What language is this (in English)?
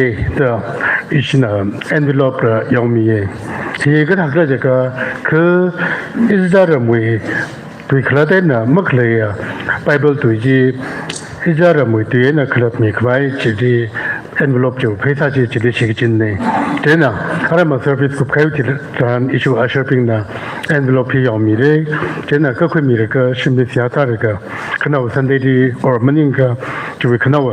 Tangkhul Naga (India)